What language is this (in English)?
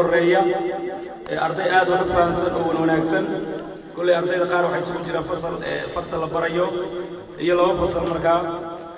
Somali